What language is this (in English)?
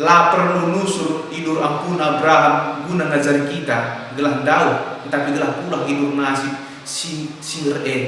Batak Karo